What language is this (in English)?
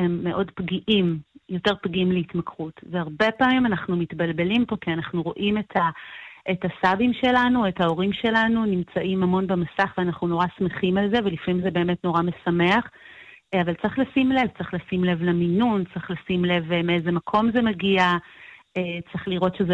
Hebrew